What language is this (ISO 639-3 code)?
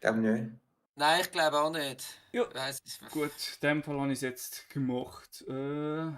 gsw